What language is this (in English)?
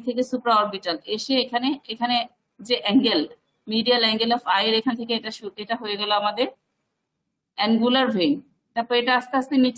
Bangla